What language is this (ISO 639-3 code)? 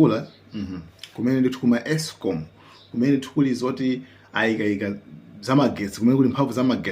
nya